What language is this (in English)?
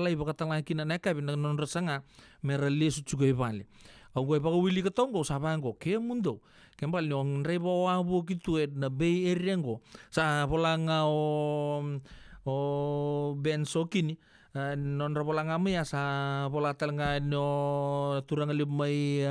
Fijian